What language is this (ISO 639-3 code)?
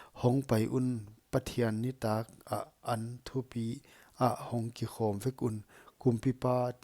pck